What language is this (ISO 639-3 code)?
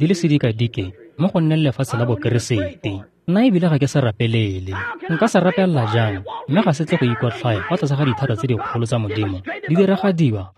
tsn